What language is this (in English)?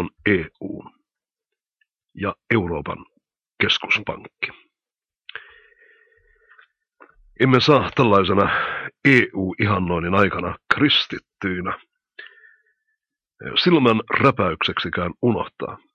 Finnish